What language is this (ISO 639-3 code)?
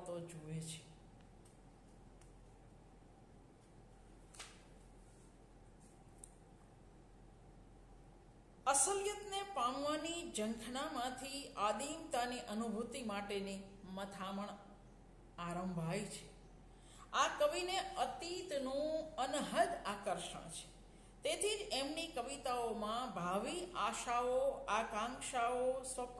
guj